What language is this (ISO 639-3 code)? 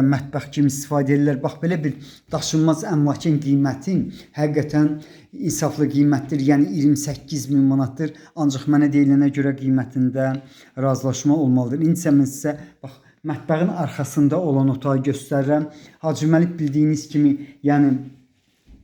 aze